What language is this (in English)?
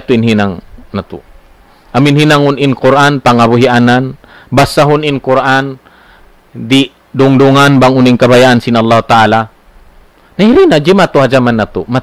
Tausug